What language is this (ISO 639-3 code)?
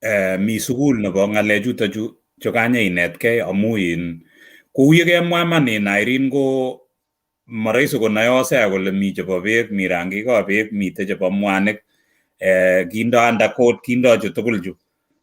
kln